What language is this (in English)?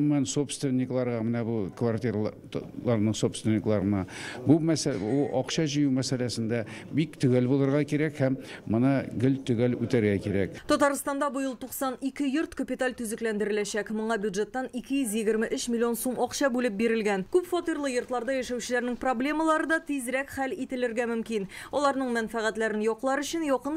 Tatar